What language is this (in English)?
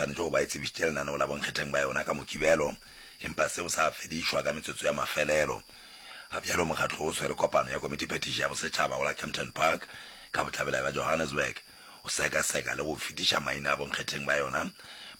Northern Sotho